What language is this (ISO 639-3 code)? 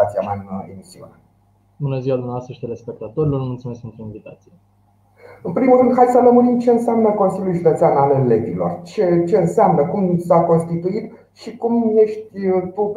ron